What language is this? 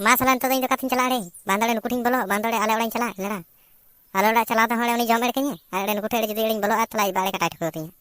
Santali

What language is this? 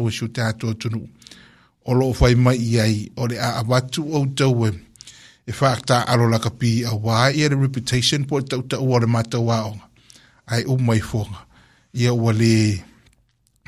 Samoan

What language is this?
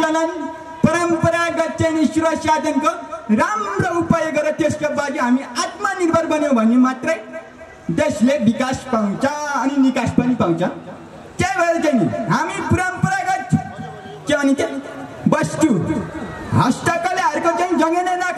Nepali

